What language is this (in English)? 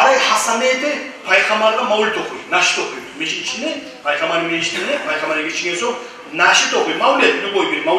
Kumyk